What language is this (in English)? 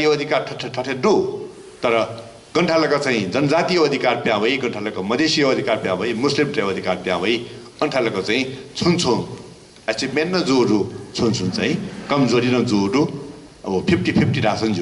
Newari